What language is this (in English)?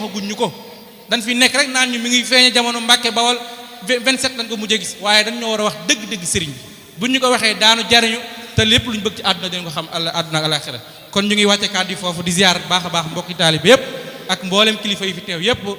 Wolof